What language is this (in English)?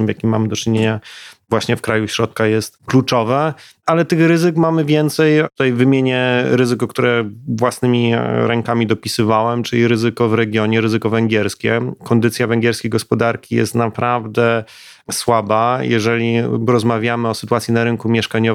Polish